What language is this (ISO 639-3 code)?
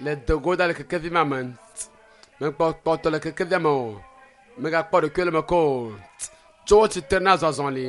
ewe